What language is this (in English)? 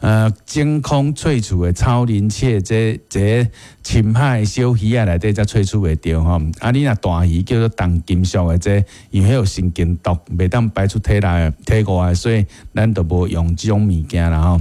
Min Nan Chinese